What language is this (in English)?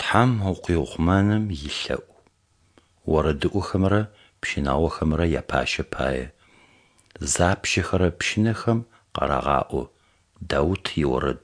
Kabardian